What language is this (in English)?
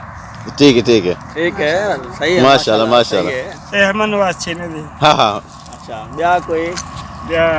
Saraiki